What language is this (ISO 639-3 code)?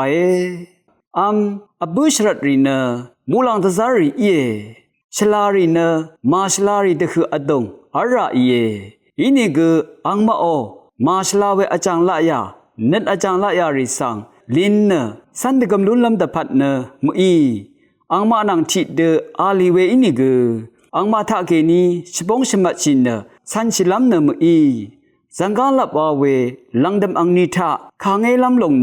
raw